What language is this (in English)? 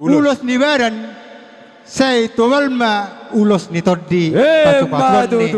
Batak Toba